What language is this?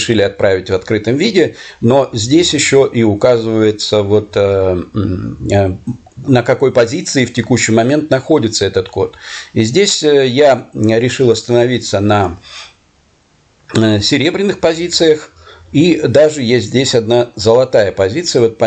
Russian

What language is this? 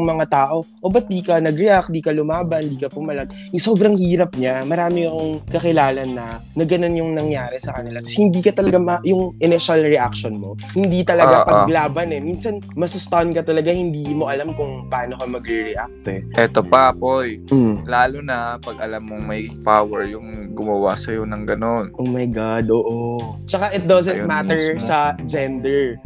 Filipino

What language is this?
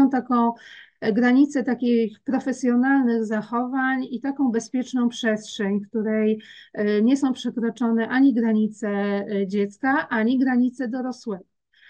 Polish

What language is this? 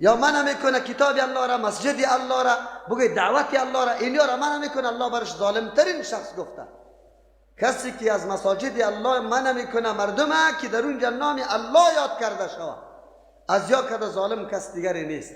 Persian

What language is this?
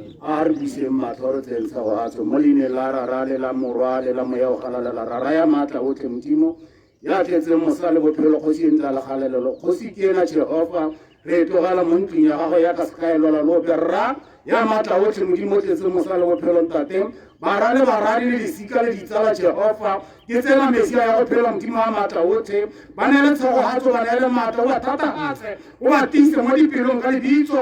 Tswana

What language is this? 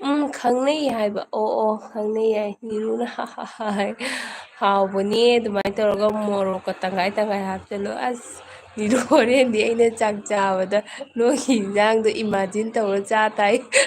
Manipuri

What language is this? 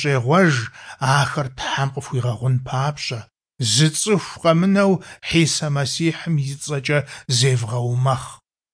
Kabardian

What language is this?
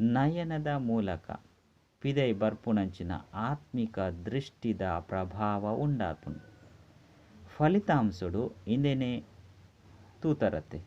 Tulu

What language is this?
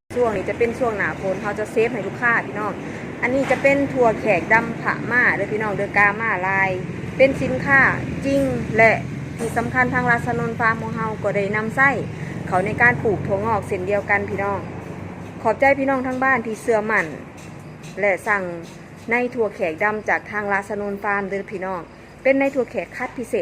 Northeastern Thai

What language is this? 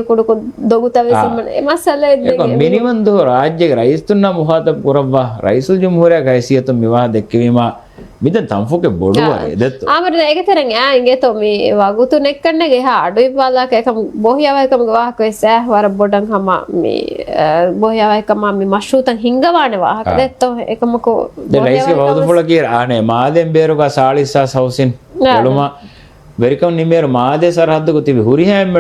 Divehi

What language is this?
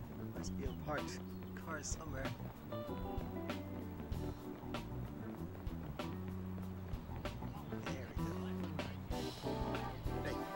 English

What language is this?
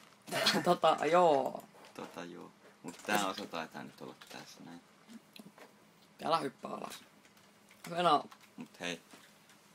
Finnish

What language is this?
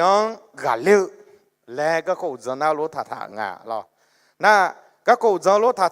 Akha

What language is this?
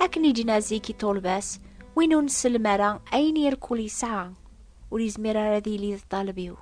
Kabyle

